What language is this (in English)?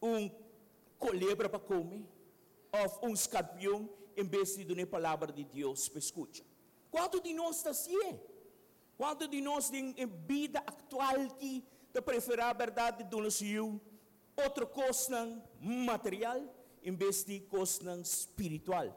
Papiamento